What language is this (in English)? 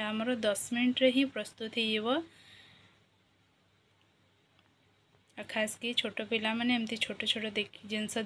Odia